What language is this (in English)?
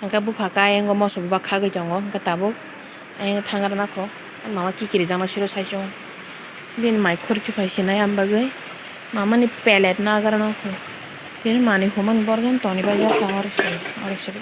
Kok Borok